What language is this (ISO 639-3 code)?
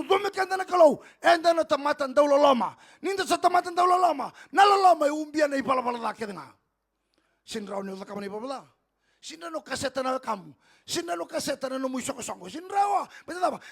fij